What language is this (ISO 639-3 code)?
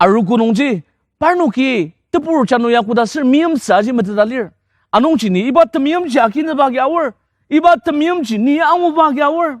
njo